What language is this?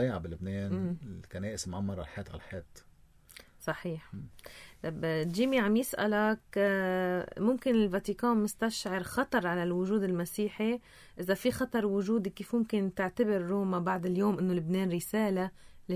North Levantine Arabic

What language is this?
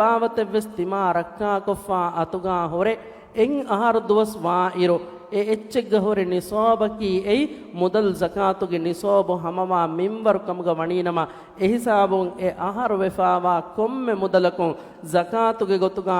Divehi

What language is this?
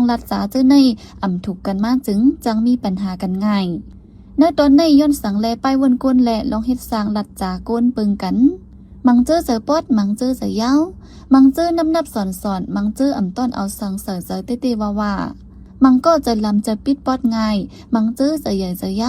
Shan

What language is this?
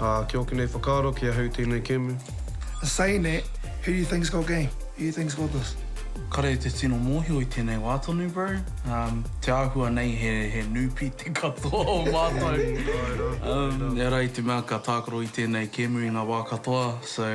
Māori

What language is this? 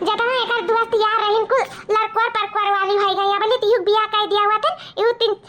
Awadhi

